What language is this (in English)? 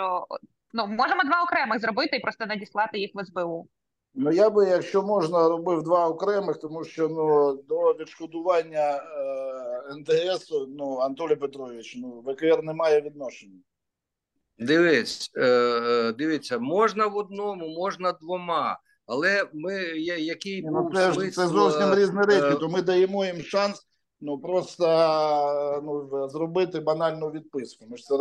Ukrainian